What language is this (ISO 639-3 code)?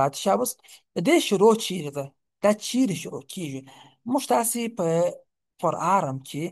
pus